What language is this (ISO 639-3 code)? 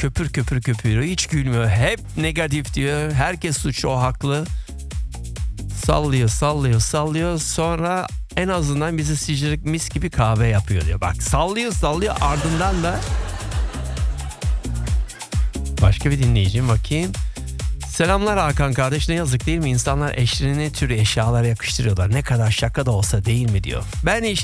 tur